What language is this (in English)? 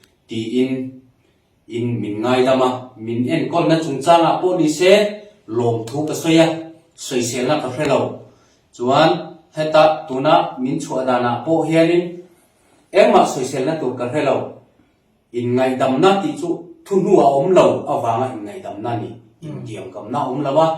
Hakha Chin